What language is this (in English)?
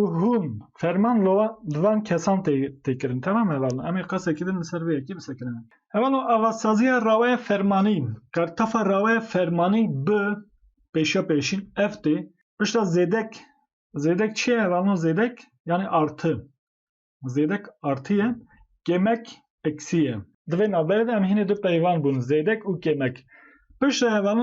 Kurdish